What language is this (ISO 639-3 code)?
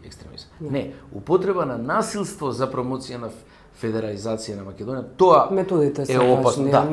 mkd